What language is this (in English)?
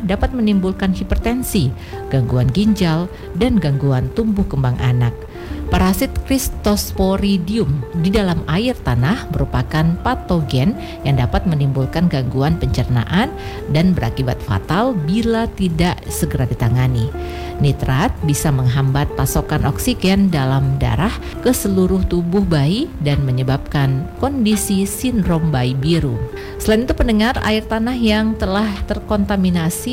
Indonesian